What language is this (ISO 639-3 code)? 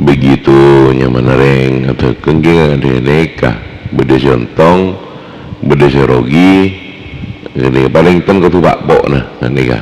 mad